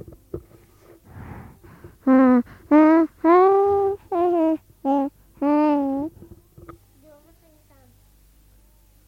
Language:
Norwegian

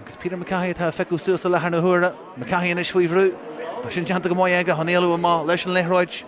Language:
Irish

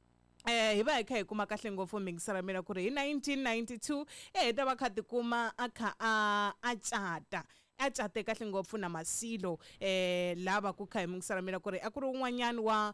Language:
Tsonga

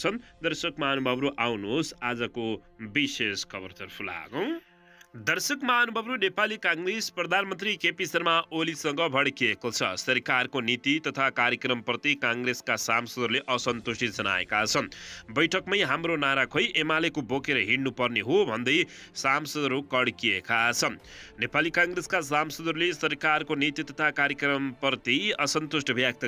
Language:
Nepali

